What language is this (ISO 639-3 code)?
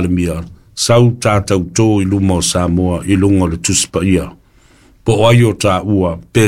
smo